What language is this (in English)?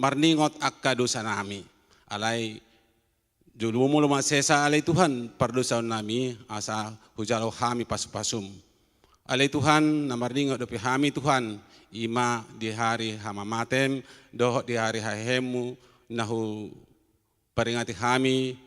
Batak Toba